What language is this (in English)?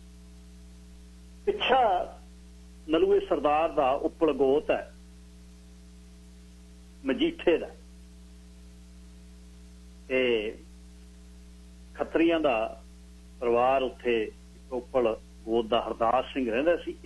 Punjabi